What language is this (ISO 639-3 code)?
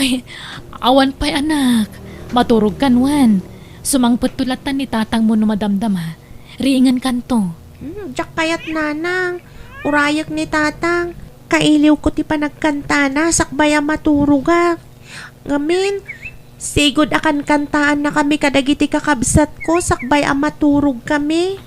ilo